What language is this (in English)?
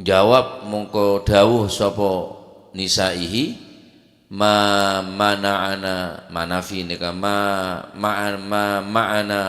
Madurese